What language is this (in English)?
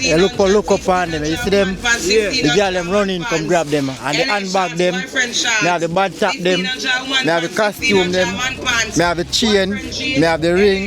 Jamaican Creole English